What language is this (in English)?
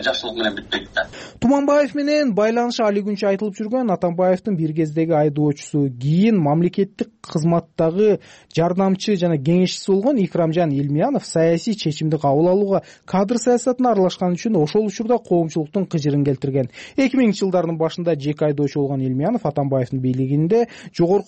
Kyrgyz